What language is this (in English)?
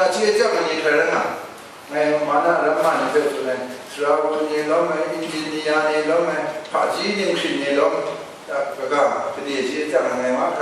Kachin